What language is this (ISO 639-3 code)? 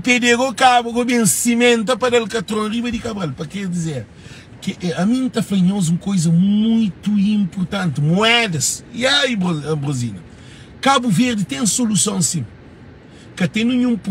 kea